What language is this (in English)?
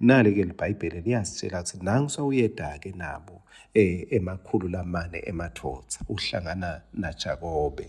Swati